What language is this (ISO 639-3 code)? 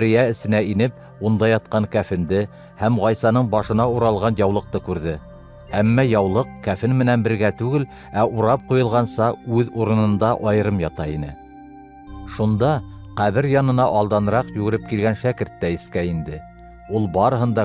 bak